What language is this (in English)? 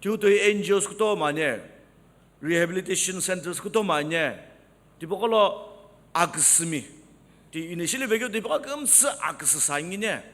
Sumi Naga